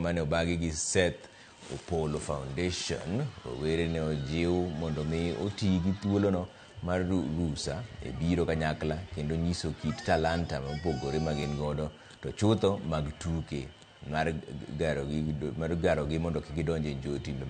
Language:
Luo (Kenya and Tanzania)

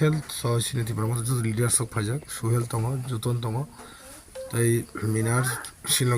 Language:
Kok Borok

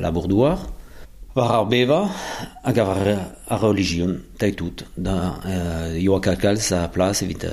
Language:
Breton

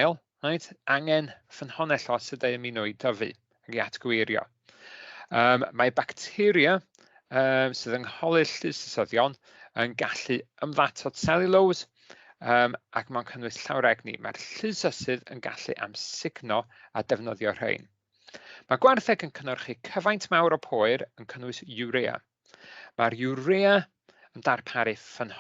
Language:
Welsh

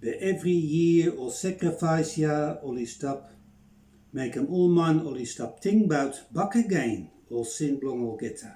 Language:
Bislama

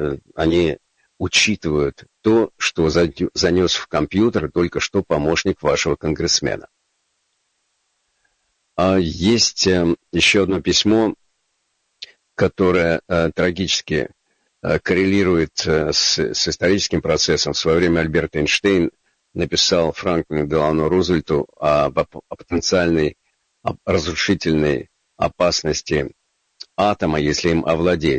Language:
Russian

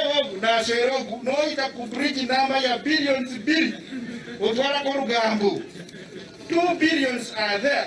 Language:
Nyankole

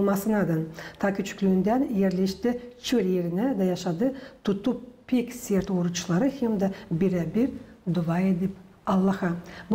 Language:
Gagauz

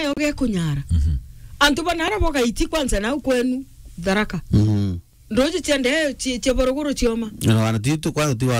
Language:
Meru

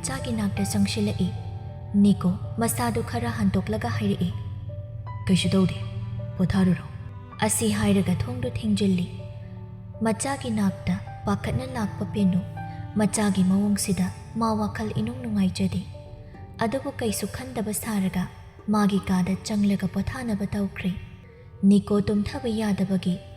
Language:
Manipuri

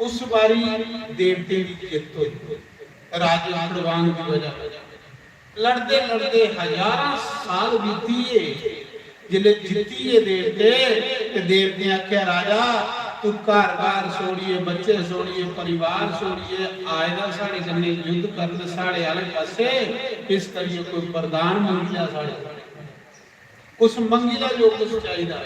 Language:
Dogri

